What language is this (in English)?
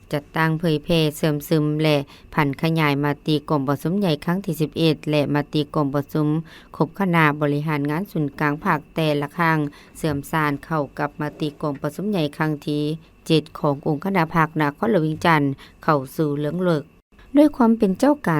Lao